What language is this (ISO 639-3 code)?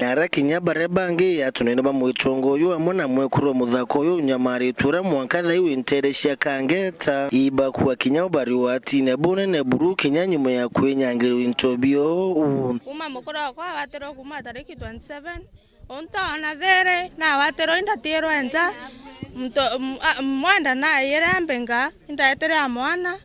mer